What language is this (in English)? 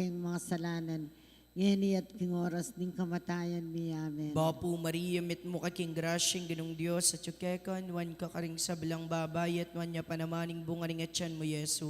Pampanga